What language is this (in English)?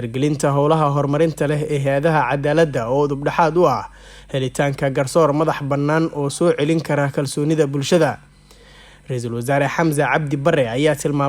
Somali